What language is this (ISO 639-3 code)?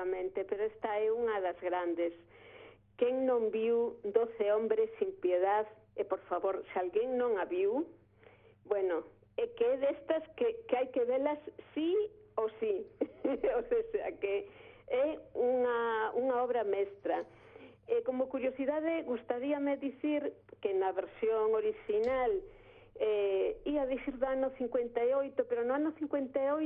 glg